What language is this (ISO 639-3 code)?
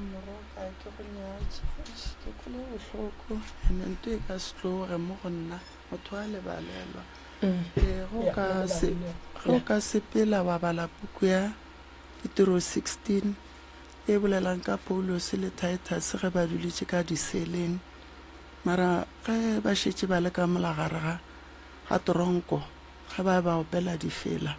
nso